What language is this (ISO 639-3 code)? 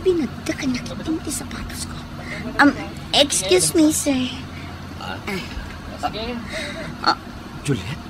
ilo